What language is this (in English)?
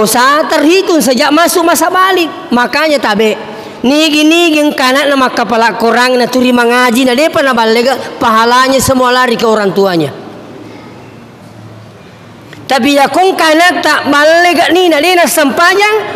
Buginese